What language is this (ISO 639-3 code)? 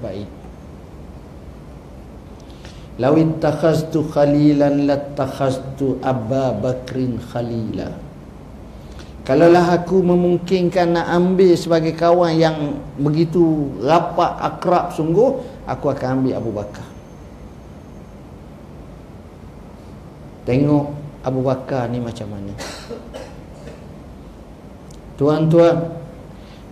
msa